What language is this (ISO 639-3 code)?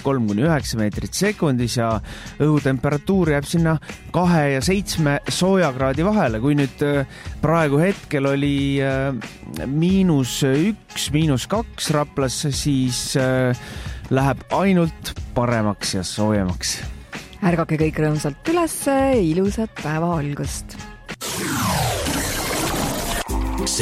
est